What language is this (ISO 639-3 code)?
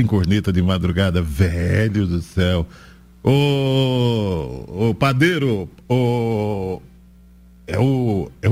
por